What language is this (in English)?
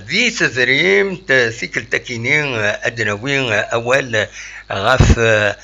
Kabyle